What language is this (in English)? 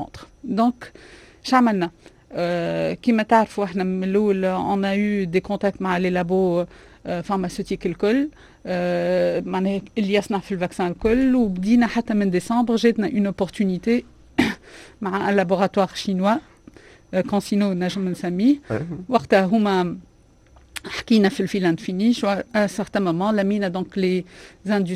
Tunisian Arabic